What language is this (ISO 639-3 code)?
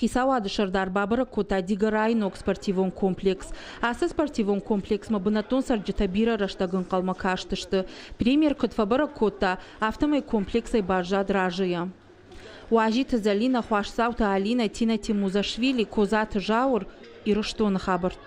oss